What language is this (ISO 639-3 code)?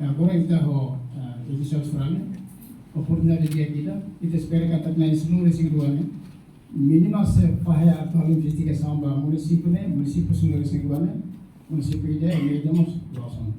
tet